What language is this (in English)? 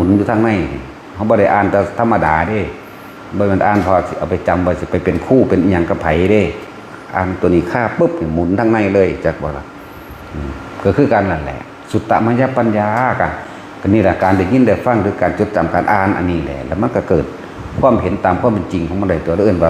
Northeastern Thai